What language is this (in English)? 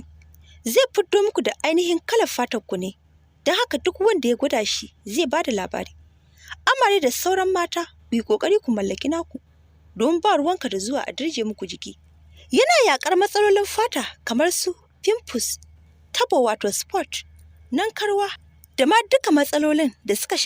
Hausa